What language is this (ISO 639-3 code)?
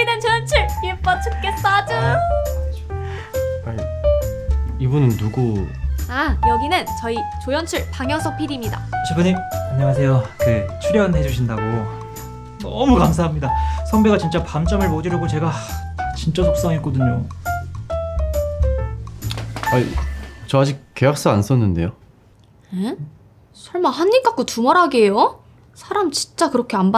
kor